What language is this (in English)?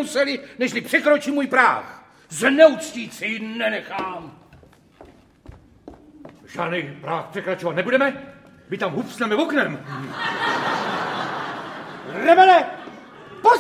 Czech